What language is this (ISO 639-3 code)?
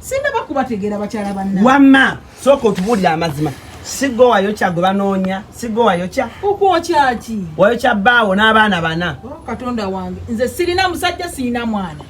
lug